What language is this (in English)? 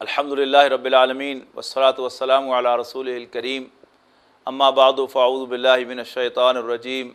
Western Panjabi